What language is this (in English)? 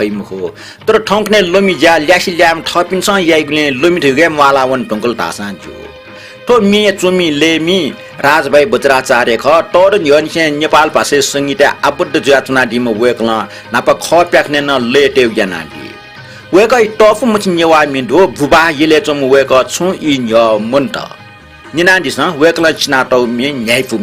Newari